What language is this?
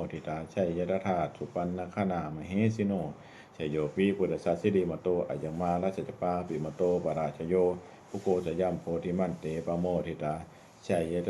Pali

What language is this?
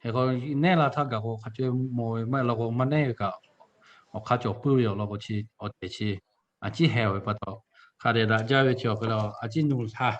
Lahu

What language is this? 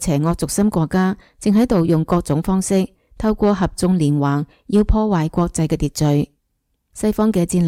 Cantonese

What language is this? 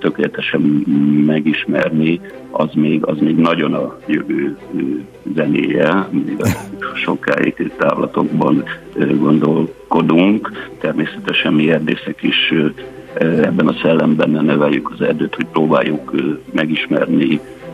Hungarian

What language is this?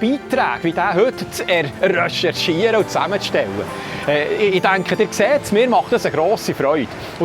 Swiss German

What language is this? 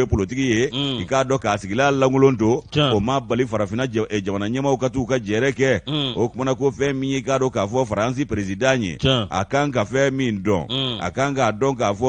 Bambara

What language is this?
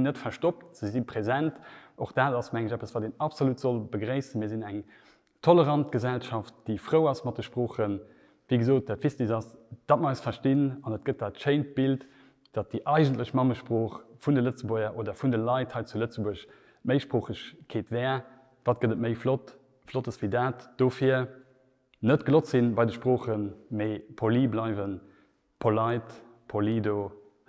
Luxembourgish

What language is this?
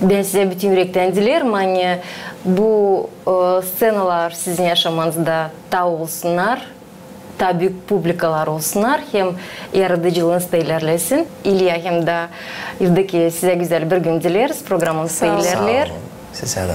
Gagauz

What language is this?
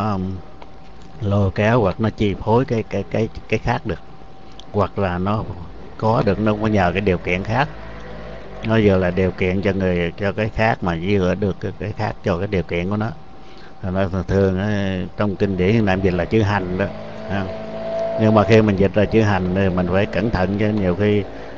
Vietnamese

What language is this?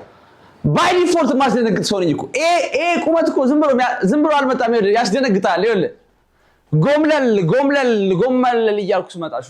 Amharic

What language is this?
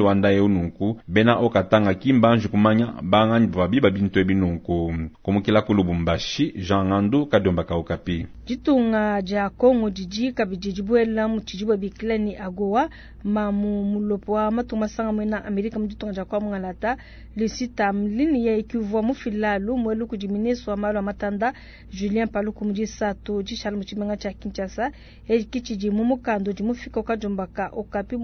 Luba-Lulua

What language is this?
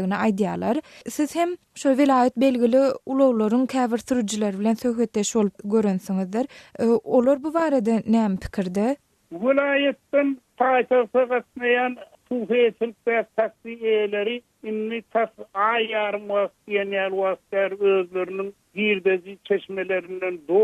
Turkmen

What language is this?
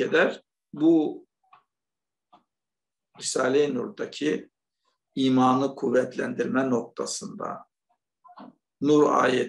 Turkish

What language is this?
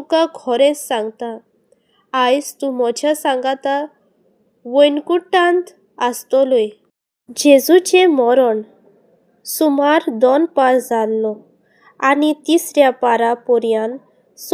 Konkani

